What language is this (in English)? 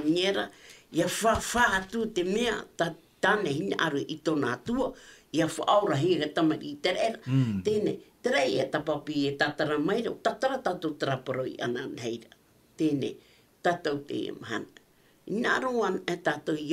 Tahitian